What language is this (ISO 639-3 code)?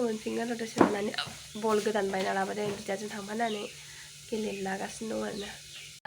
brx